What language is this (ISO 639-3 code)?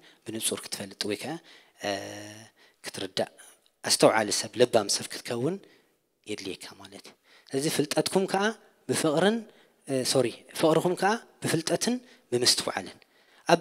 tir